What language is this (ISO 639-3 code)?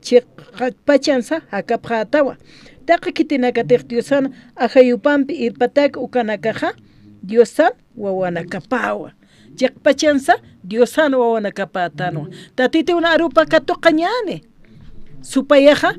aym